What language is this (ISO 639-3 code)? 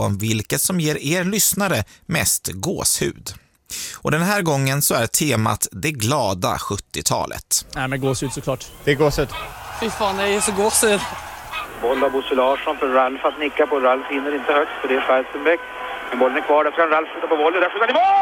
swe